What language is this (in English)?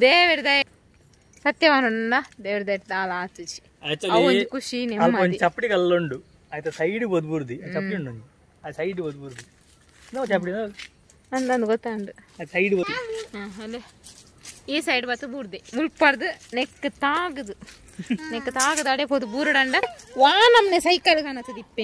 Tulu